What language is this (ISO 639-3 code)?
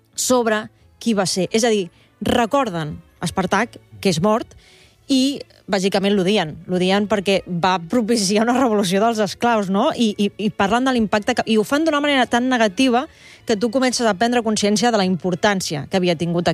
cat